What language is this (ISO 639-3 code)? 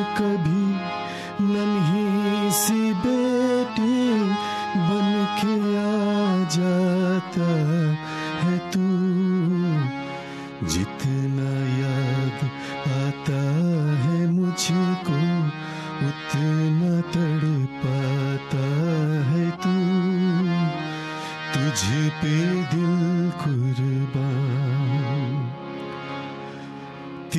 hin